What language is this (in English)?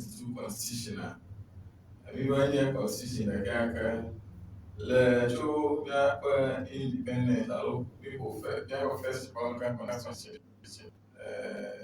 Ewe